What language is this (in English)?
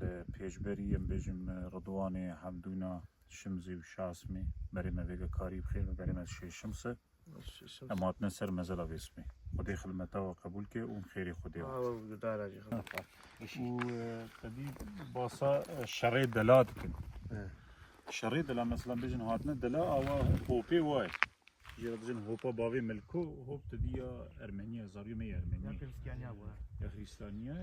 Kurdish